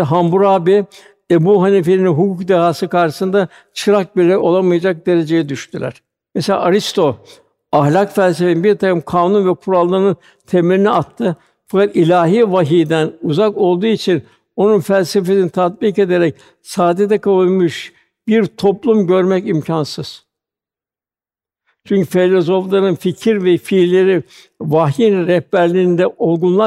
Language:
Turkish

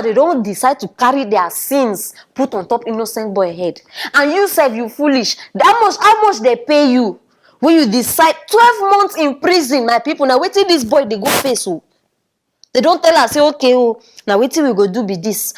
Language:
Nigerian Pidgin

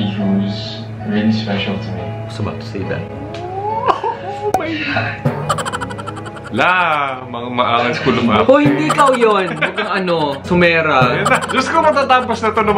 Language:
Filipino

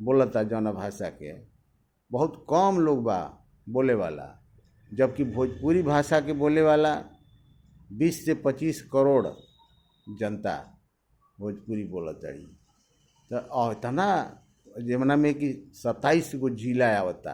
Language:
Bhojpuri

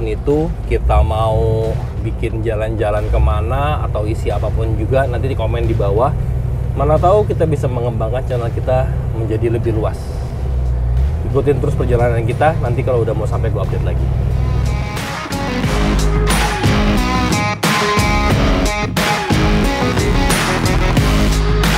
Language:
Indonesian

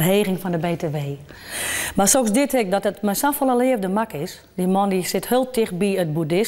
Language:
Western Frisian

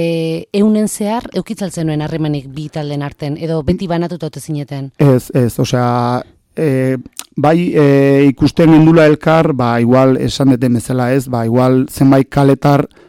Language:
Basque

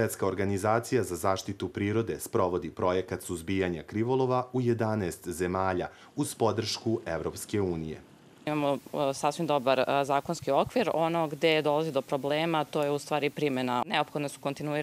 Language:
Serbian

